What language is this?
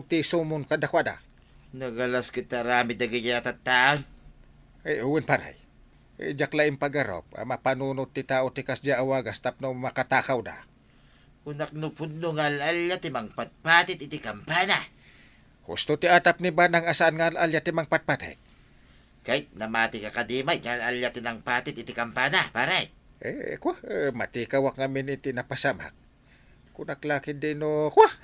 Iloko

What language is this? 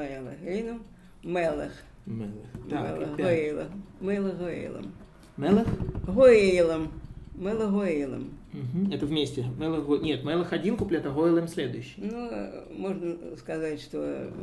Russian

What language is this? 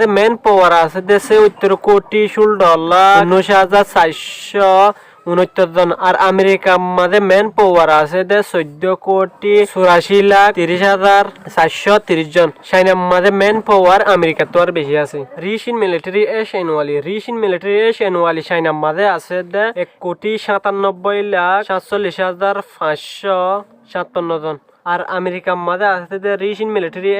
Rohingya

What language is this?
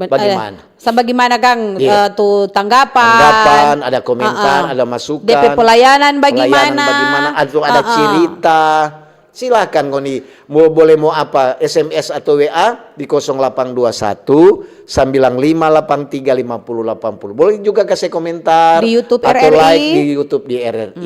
Manado Malay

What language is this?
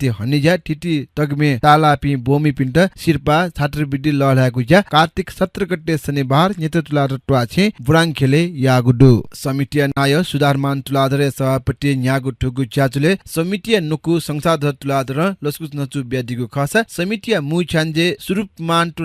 Newari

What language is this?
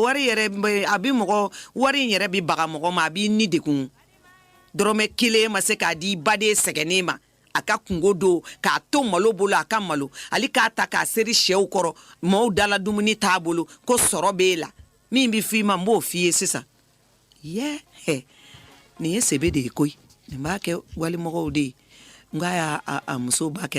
Bambara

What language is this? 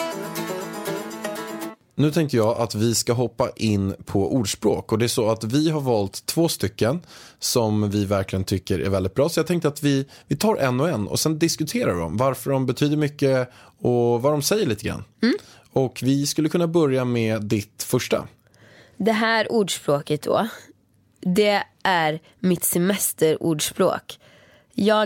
Swedish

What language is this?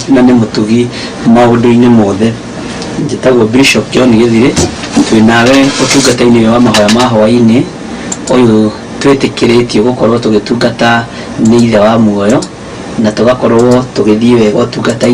Kikuyu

